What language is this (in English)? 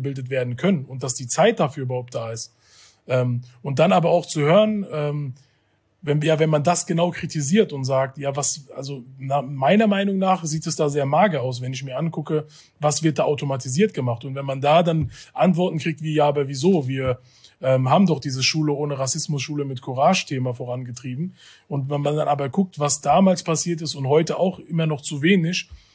German